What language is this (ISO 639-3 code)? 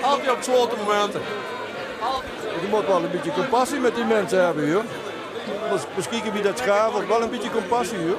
lim